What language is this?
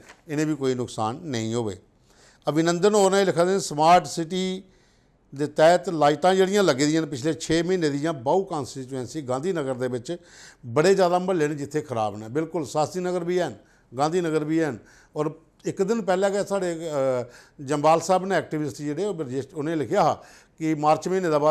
Dogri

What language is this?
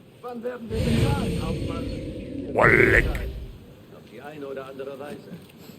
Bavarian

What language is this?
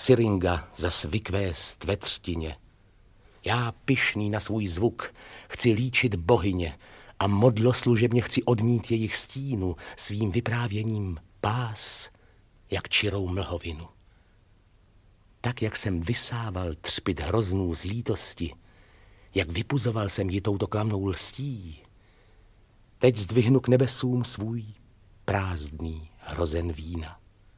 Czech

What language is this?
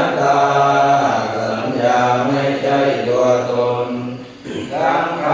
Pali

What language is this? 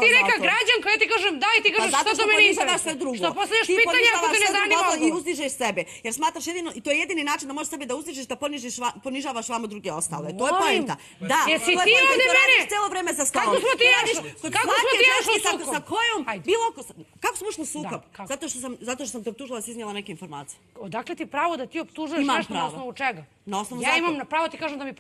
Croatian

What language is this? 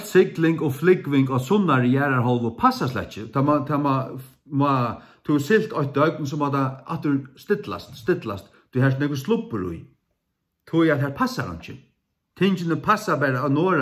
Faroese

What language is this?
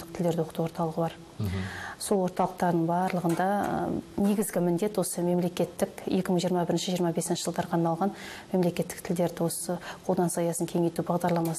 Kazakh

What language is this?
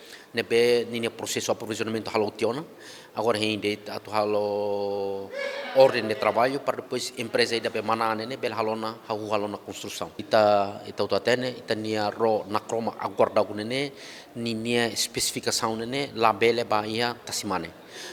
Tetum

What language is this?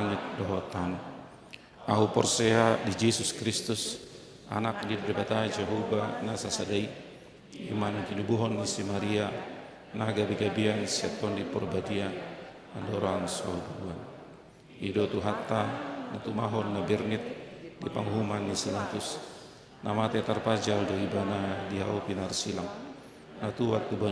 Batak Toba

